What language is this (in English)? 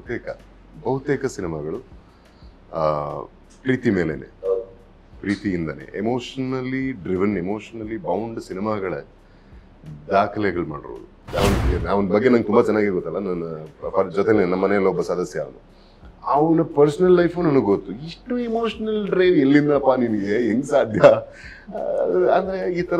Kannada